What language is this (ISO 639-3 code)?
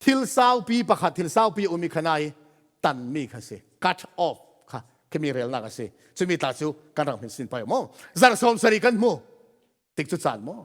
cfm